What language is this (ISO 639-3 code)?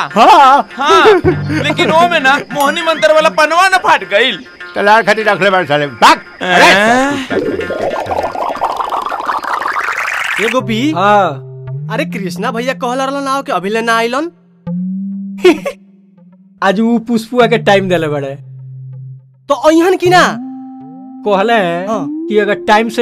bho